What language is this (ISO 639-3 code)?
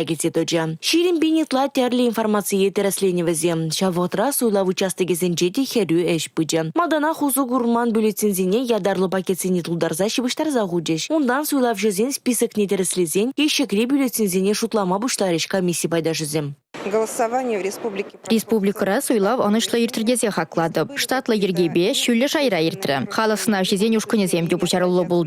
chv